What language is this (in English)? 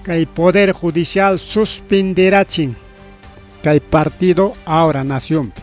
Ayacucho Quechua